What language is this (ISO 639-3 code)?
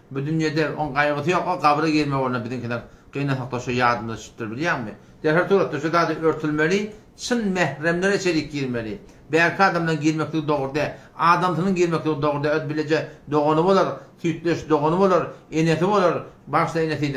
tuk